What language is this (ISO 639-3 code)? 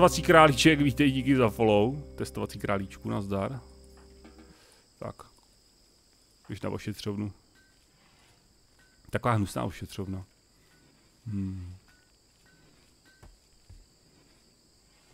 ces